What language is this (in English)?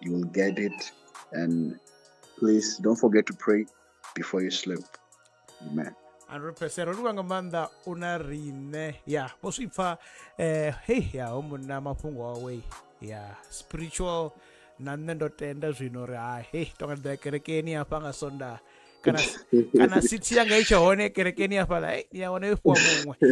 Venda